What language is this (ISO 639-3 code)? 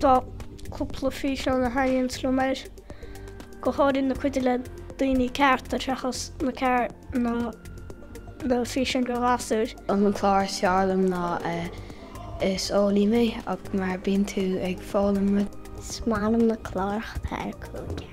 gle